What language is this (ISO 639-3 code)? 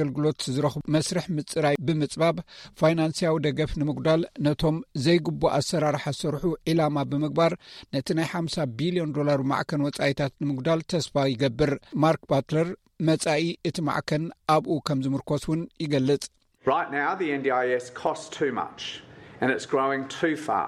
tir